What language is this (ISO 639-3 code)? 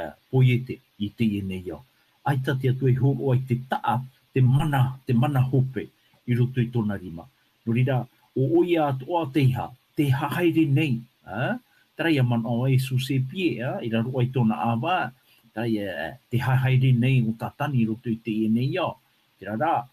tah